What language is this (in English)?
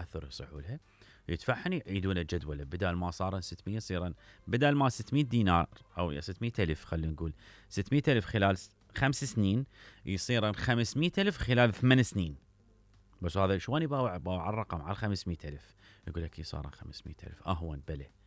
Mesopotamian Arabic